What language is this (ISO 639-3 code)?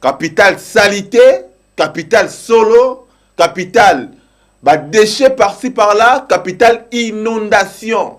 lin